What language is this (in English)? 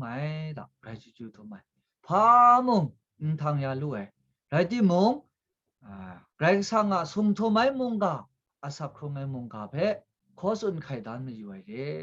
Kachin